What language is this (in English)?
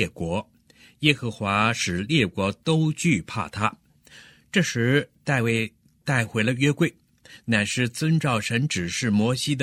Chinese